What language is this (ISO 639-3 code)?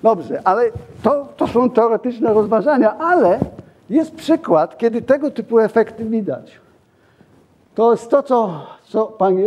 pol